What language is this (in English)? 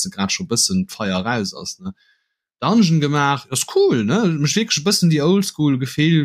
Luxembourgish